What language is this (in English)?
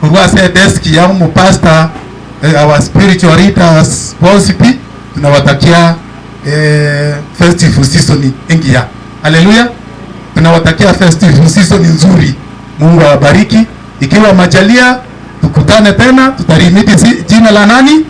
Gusii